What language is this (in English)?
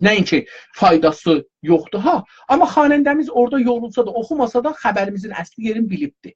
South Azerbaijani